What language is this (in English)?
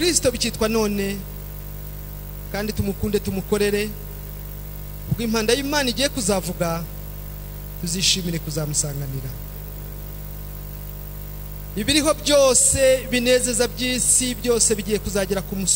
Kinyarwanda